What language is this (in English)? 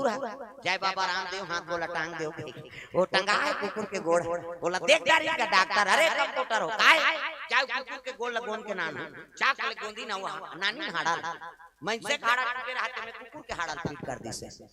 Chhattisgarhi